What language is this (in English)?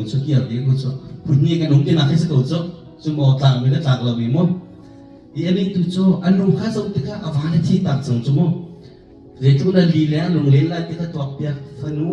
Hakha Chin